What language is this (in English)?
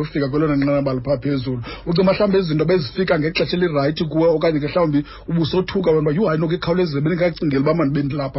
Xhosa